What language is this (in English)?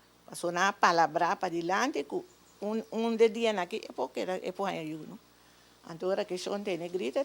Papiamento